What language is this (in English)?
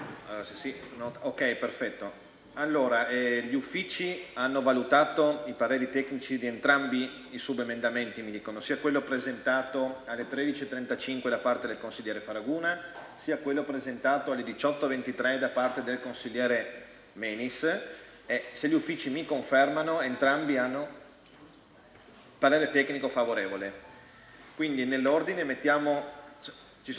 Italian